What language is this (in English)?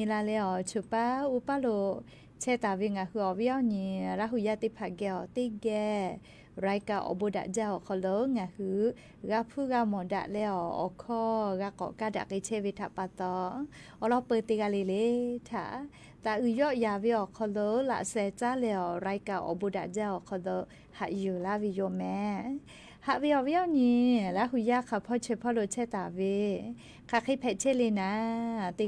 Lahu